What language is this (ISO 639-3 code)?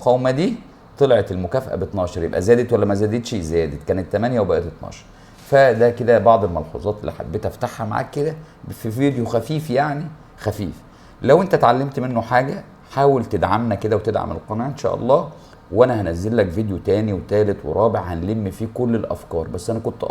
arz